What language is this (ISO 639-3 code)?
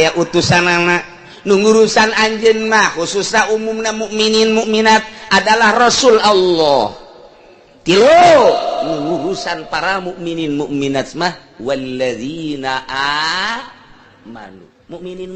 sun